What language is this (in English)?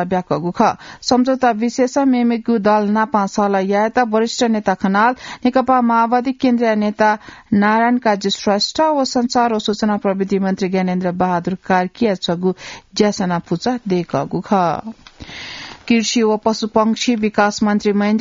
Newari